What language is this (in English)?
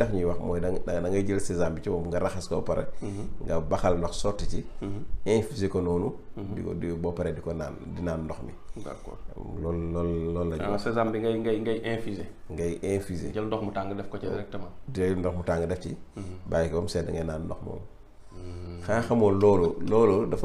Wolof